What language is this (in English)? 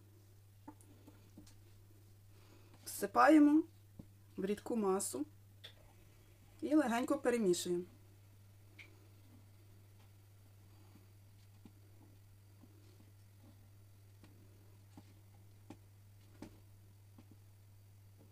Ukrainian